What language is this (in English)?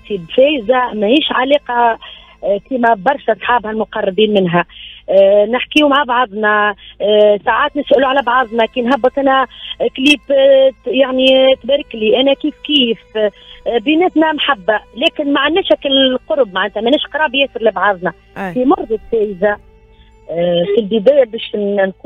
Tunisian Arabic